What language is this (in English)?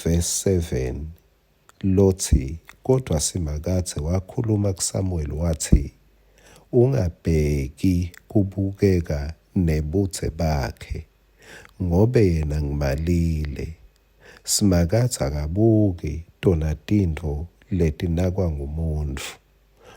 Swati